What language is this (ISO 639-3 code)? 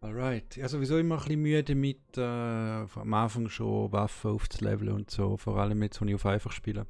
gsw